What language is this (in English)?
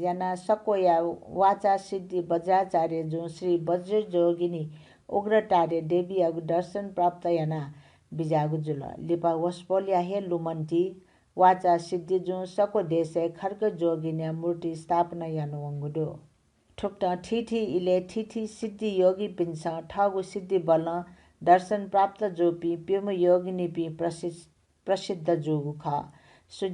Newari